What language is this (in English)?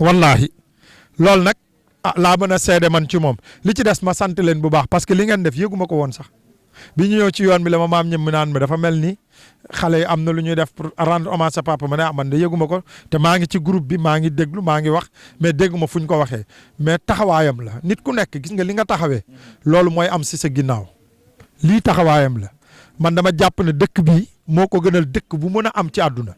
Wolof